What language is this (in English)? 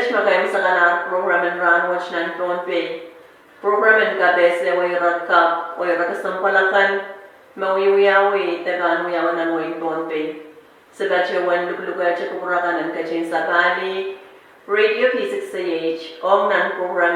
Pohnpeian